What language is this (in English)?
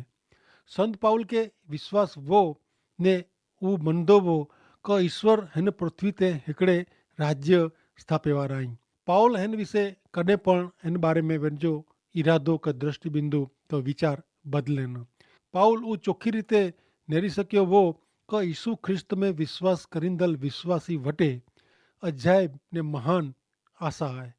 Kachhi